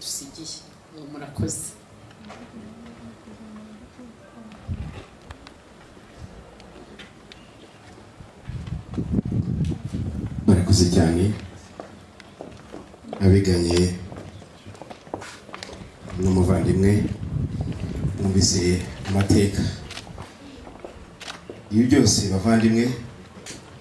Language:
Kinyarwanda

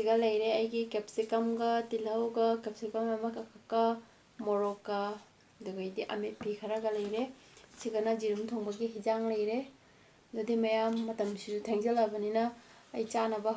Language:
Manipuri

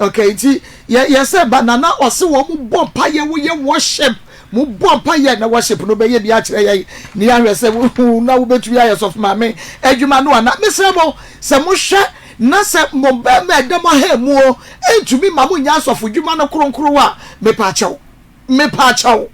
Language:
Akan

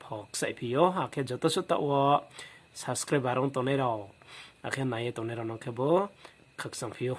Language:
Riang (India)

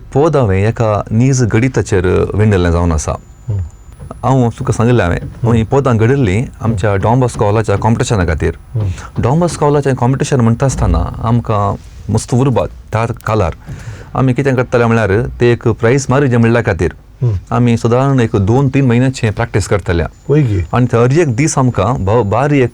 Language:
Konkani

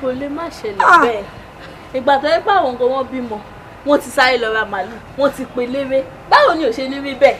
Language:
Yoruba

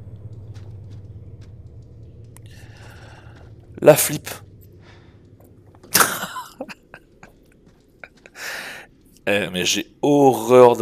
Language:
French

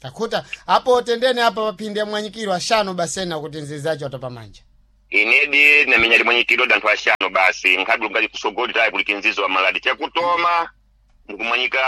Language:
Sena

